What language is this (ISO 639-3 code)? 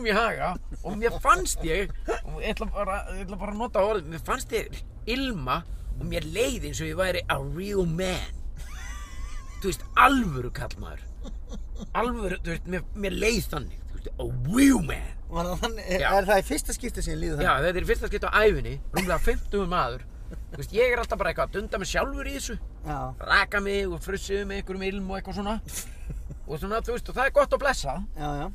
isl